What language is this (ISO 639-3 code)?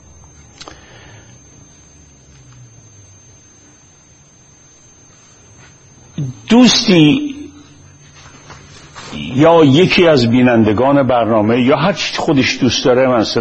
fas